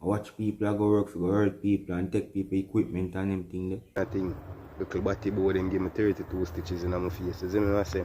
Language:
Jamaican Creole English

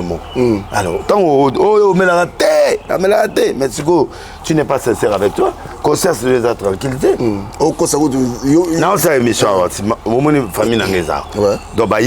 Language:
Lingala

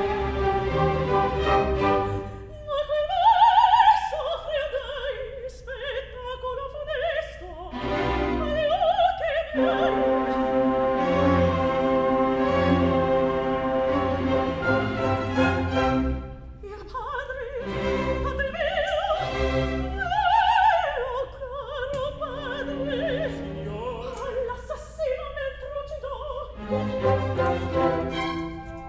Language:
Italian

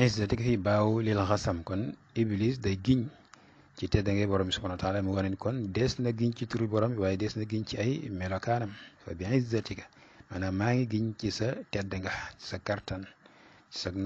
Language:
Wolof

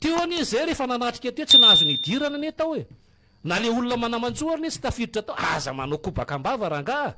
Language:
Malagasy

